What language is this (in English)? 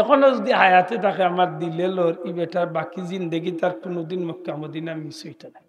Sylheti